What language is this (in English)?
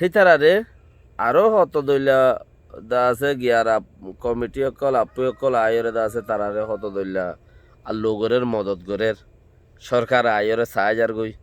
Rohingya